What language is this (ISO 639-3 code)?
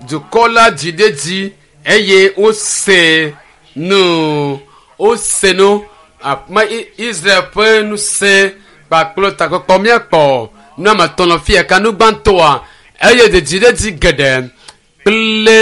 ewe